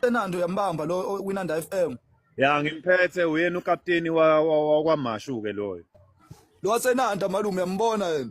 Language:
Zulu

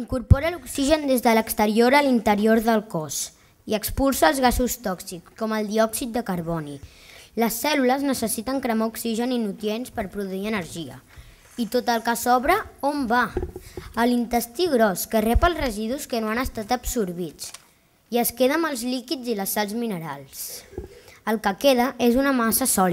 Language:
Catalan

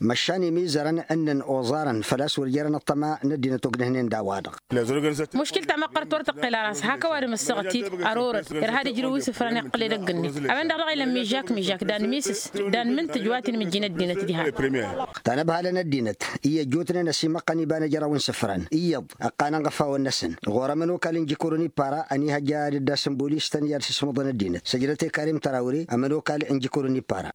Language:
Tamasheq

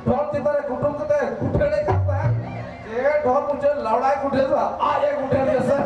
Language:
Santali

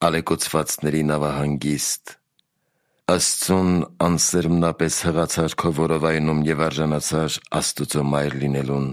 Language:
Armenian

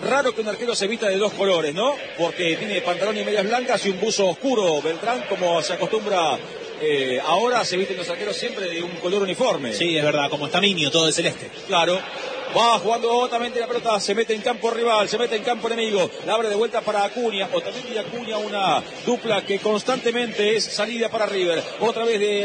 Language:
Spanish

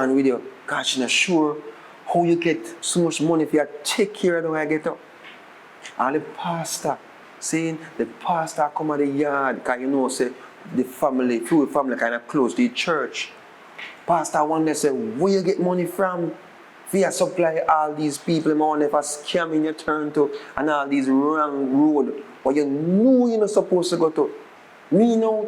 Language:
Jamaican Creole English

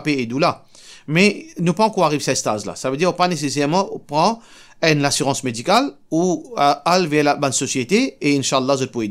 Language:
Morisyen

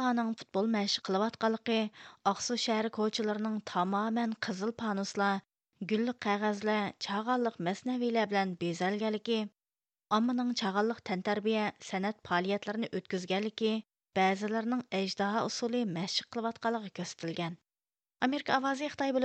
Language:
Uyghur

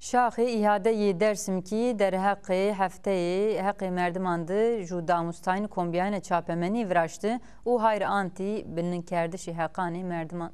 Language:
Zaza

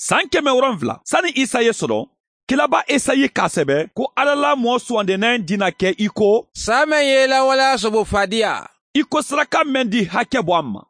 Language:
Mandingo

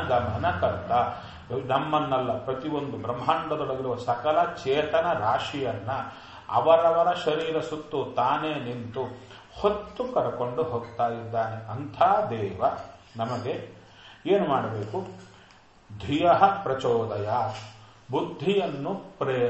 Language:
Kannada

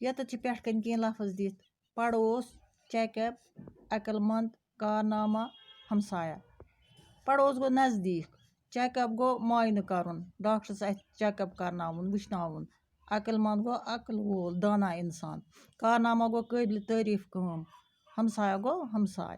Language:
Kashmiri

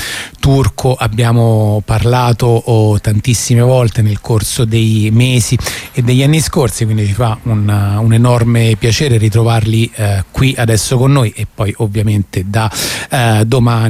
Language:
Italian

